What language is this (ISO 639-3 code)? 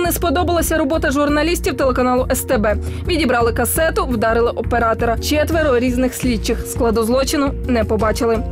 ukr